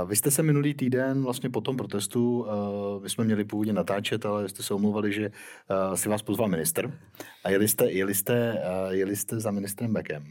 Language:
Czech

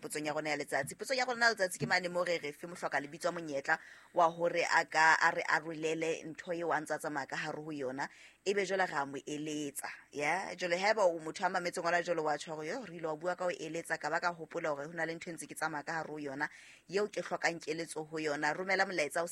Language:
Southern Sotho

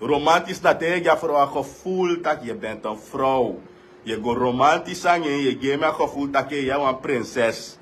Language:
Sranan Tongo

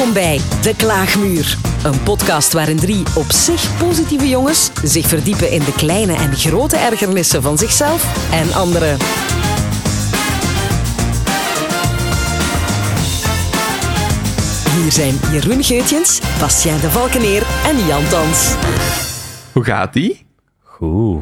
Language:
Dutch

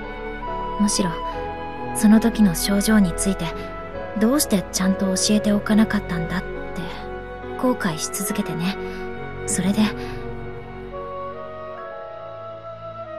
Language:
Japanese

